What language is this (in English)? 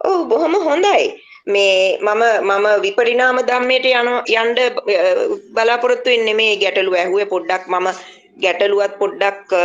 Sinhala